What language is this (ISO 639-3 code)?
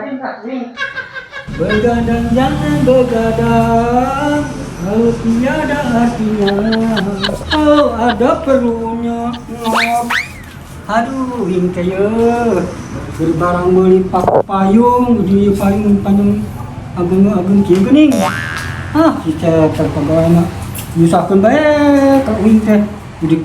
sun